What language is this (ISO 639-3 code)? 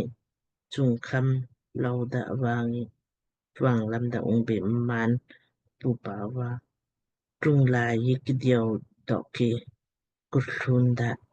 lmk